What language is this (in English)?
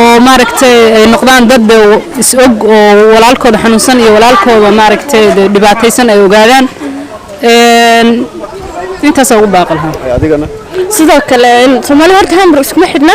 Somali